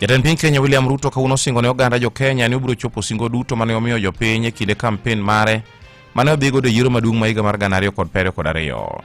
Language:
Luo (Kenya and Tanzania)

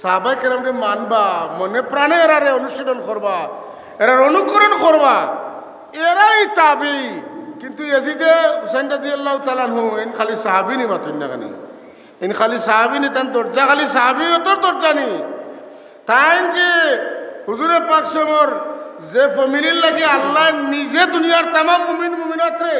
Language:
Sylheti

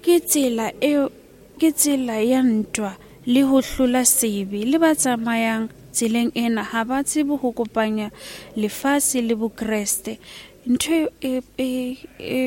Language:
Southern Sotho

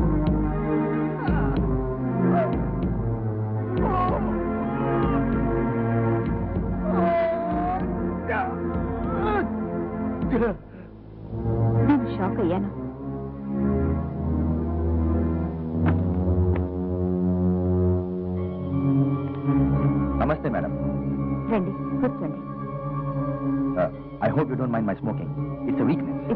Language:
Telugu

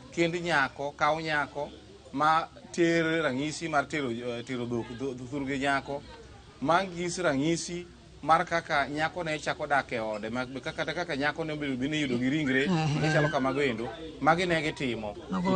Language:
Luo (Kenya and Tanzania)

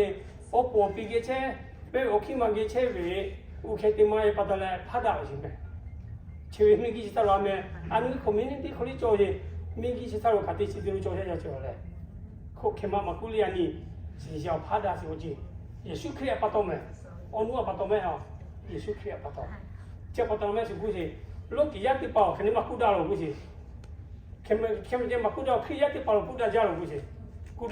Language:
Lahu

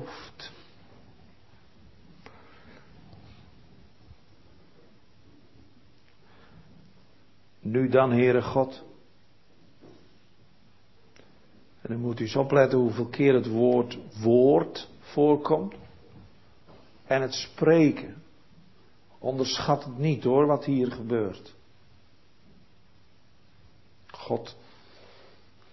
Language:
Dutch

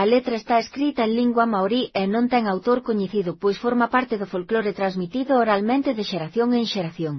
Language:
Galician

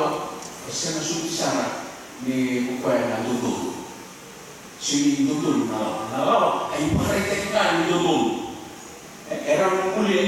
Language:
Fijian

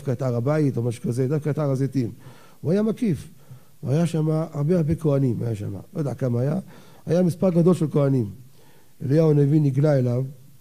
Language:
Hebrew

